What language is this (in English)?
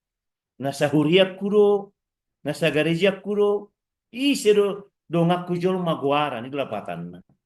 Batak Toba